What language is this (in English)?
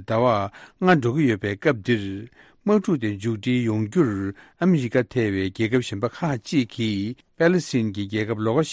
Tibetan